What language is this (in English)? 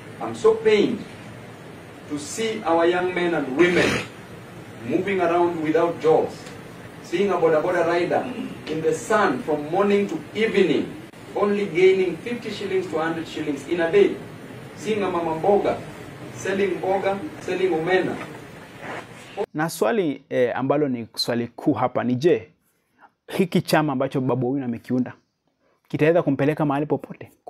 Swahili